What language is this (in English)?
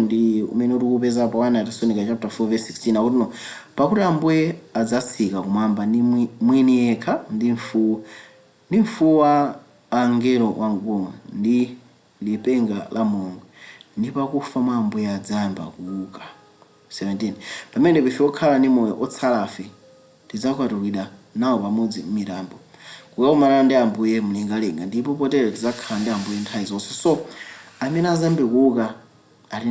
Nyanja